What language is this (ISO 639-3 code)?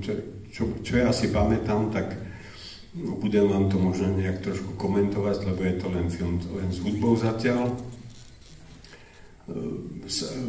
slk